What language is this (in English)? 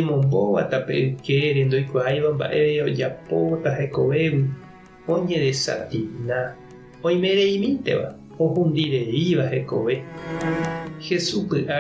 Guarani